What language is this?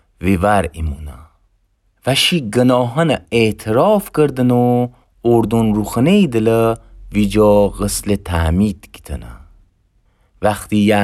Gilaki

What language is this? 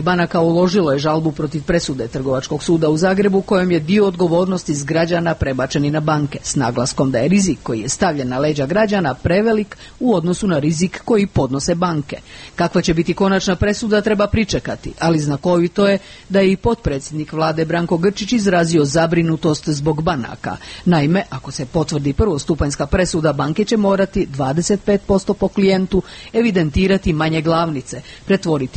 Croatian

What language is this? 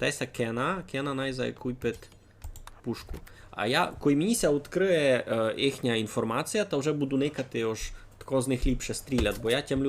Rusyn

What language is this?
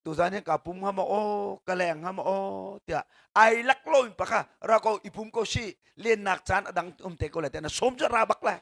Hakha Chin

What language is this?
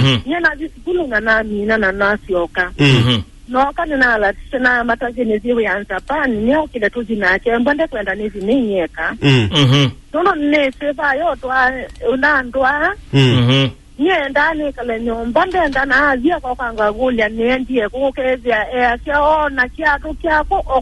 Kamba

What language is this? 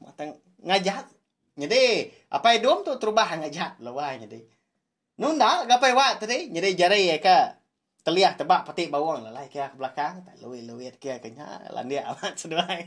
Iban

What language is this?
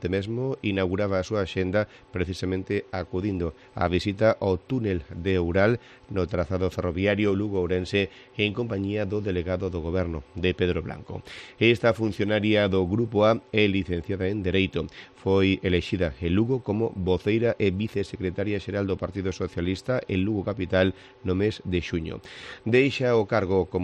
Galician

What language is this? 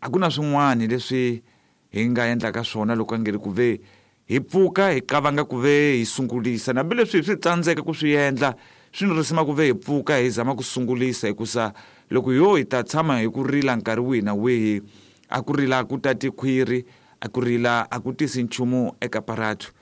Tsonga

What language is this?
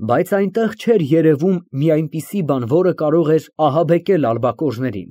Armenian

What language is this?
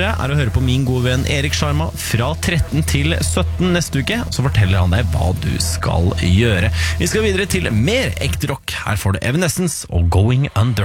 Norwegian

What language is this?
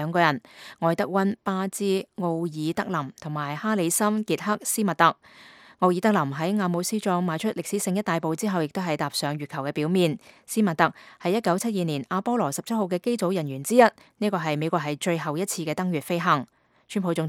Cantonese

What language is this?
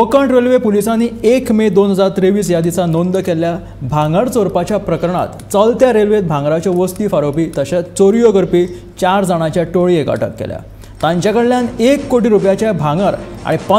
Konkani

